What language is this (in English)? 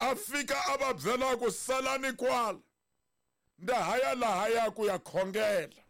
Tsonga